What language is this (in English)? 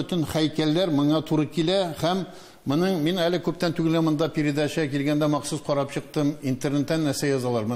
Tatar